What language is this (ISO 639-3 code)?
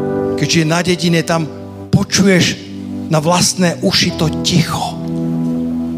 slk